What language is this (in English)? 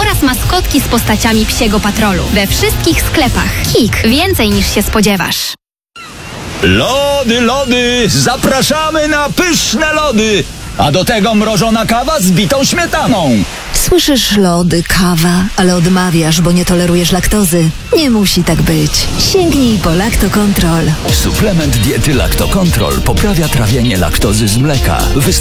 Polish